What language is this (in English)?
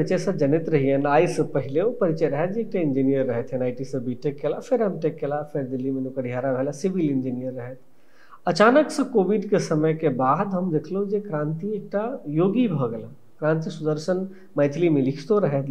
Maithili